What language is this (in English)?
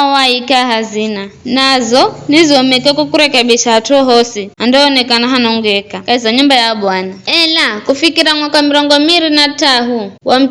Giryama